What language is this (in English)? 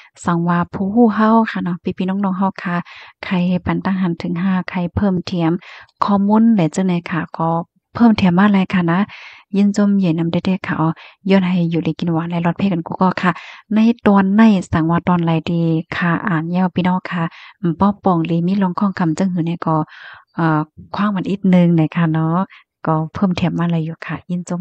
Shan